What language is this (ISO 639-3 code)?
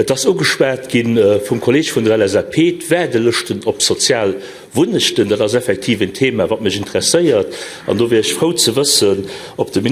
ltz